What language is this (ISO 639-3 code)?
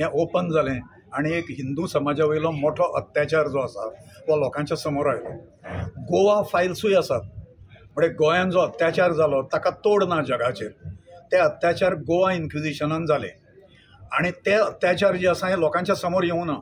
kok